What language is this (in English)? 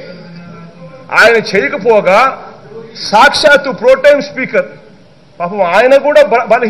Telugu